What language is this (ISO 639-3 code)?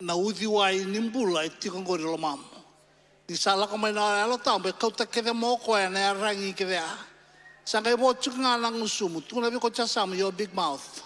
fij